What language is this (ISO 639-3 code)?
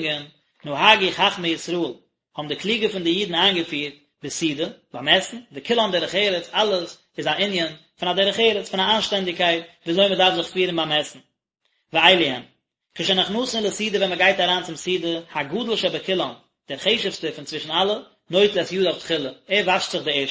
yid